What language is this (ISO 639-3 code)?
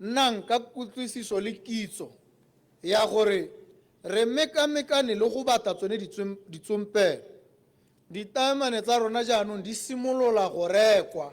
tsn